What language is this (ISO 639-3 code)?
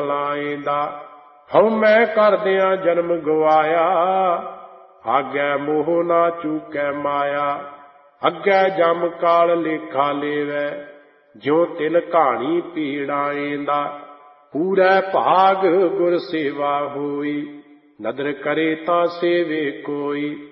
pan